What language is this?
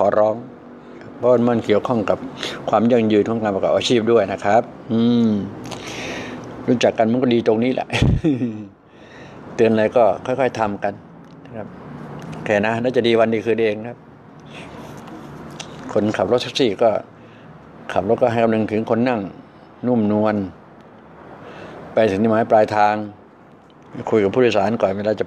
Thai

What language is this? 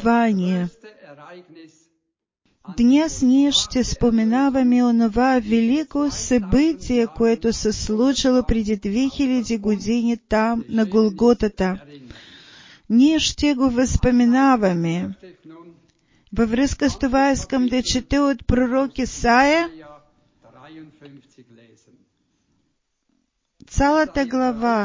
Bulgarian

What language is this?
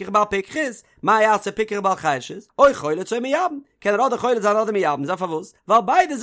Yiddish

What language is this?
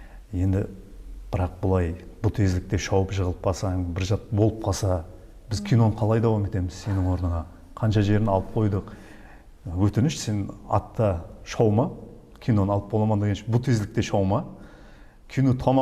Kara-Kalpak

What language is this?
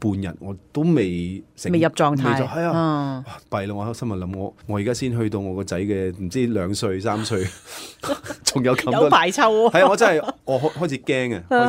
Cantonese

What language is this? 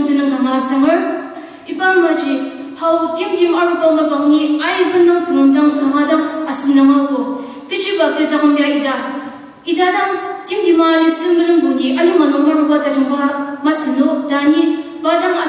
Ao Naga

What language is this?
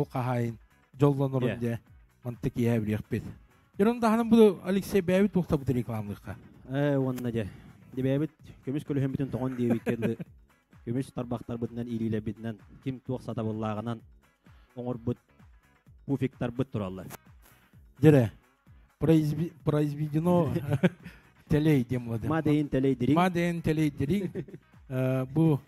Yakut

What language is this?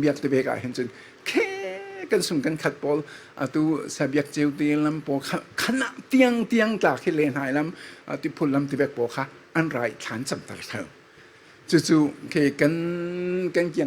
Falam Chin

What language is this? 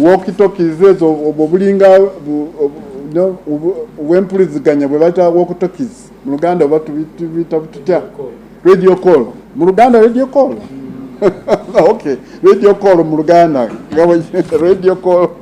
Ganda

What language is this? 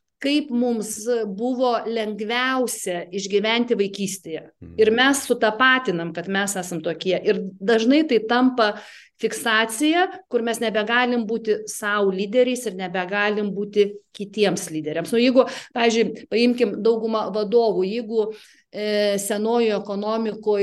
Lithuanian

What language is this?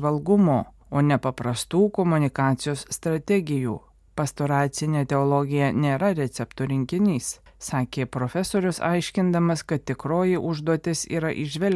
Lithuanian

